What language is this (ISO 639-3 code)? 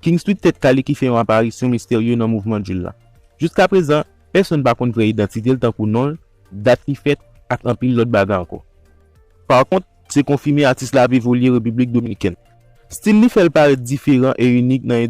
hat